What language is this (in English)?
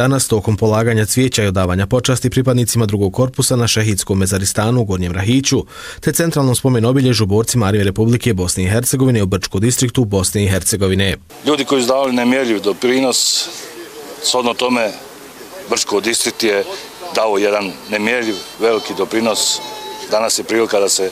Bosnian